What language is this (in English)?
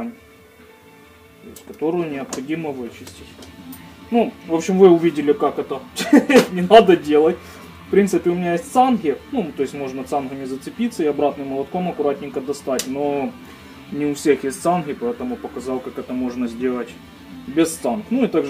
Russian